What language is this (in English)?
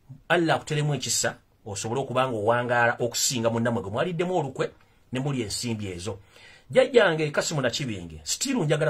Ganda